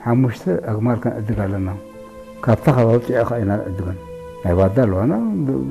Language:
Tigrinya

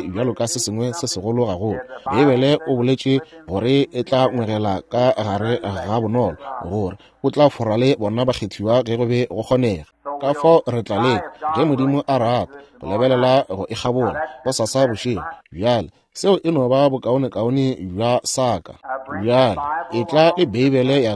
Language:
Northern Sotho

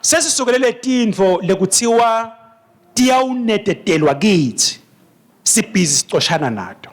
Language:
Swati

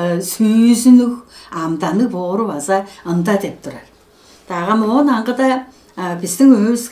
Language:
Tuvinian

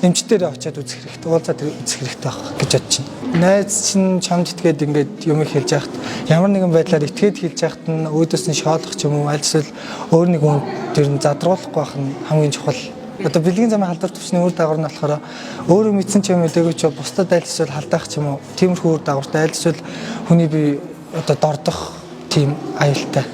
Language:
Mongolian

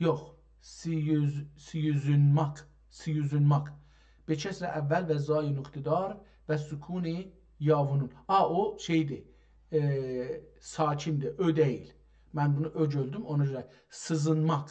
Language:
South Azerbaijani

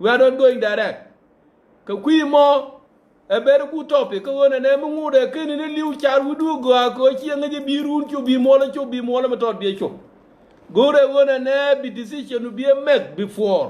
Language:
Nuer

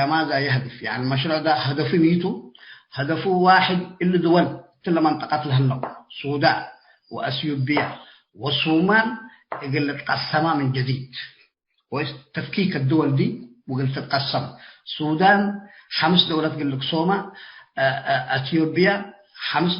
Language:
Tigre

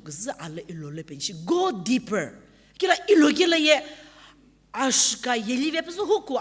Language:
Sumi Naga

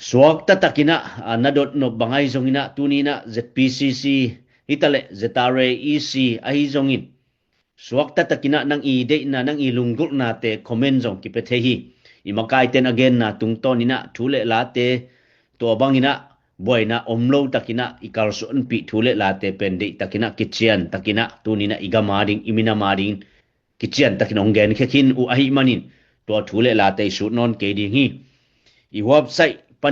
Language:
Tedim Chin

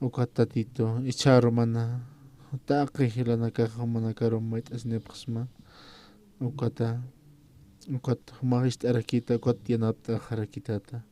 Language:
Aymara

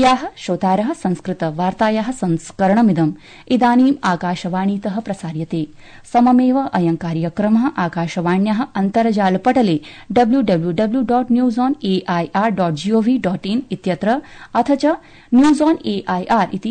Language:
Sanskrit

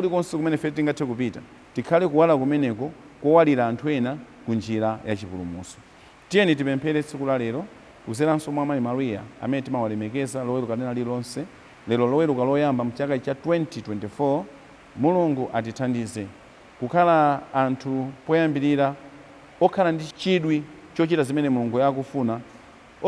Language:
Nyanja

